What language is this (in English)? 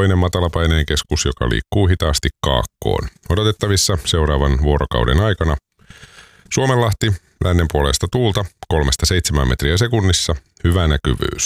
Finnish